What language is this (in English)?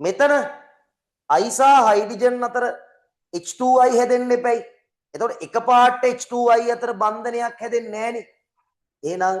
Sinhala